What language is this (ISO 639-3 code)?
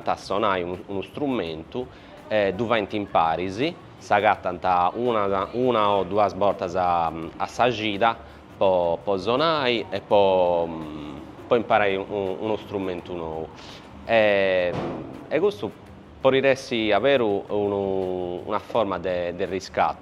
srd